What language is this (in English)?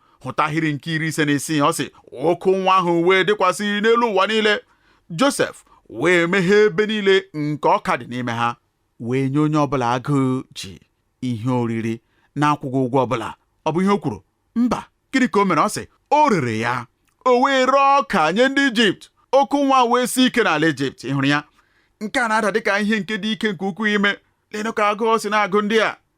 Igbo